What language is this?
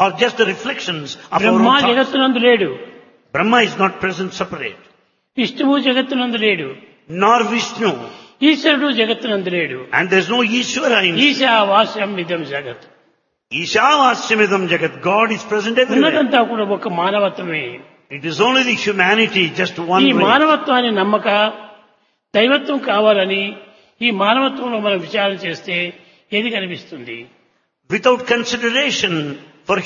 Telugu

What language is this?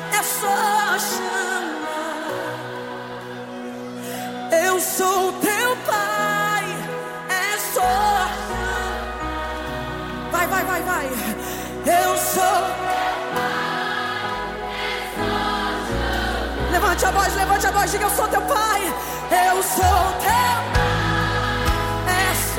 Portuguese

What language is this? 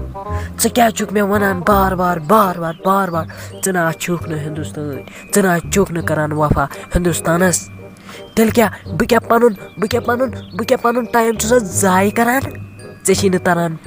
Kashmiri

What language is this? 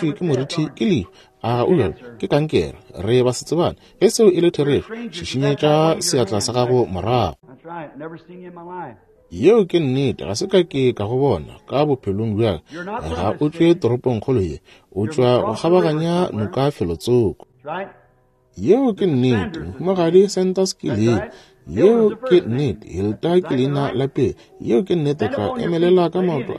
Northern Sotho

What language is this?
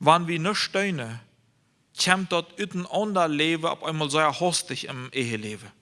Plautdietsch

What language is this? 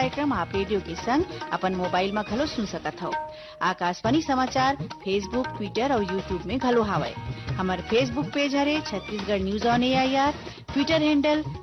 Chhattisgarhi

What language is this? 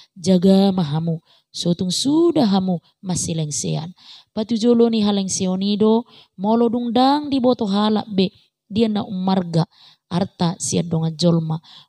Batak Toba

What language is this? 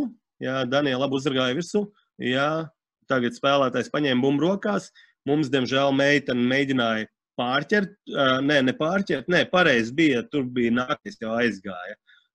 Latvian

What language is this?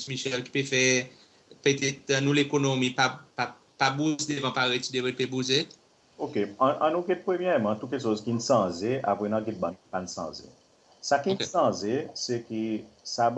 Seselwa Creole French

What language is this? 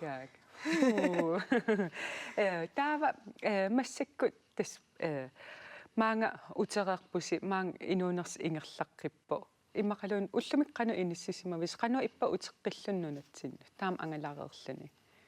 Kalaallisut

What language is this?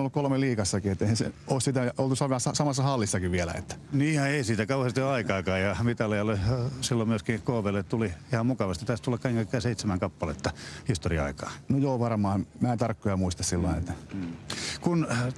Finnish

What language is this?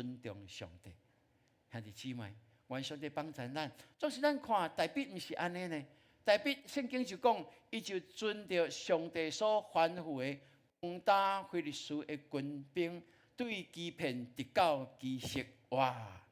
Min Nan Chinese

